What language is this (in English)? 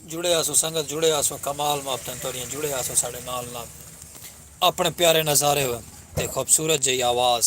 Saraiki